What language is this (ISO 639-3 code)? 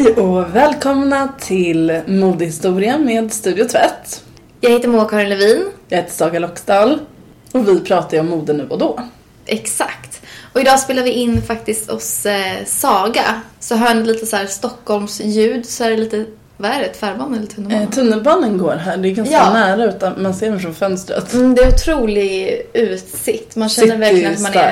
swe